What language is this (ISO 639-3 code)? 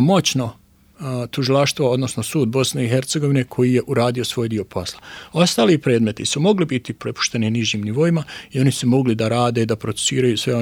bos